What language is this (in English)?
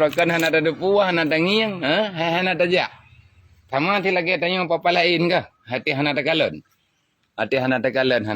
Achinese